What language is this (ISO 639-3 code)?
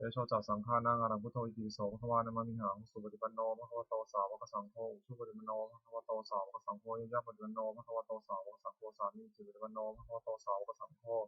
pli